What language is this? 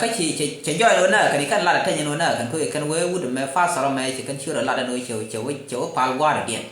Nuer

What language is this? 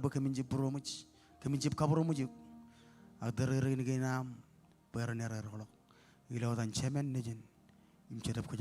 Marshallese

